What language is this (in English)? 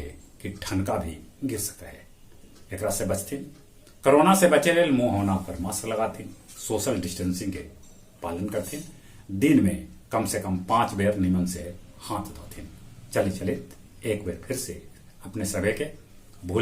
Magahi